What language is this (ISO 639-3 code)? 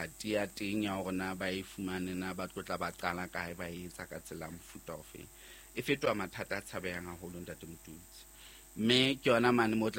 sot